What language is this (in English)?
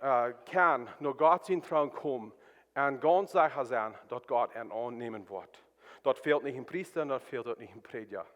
Plautdietsch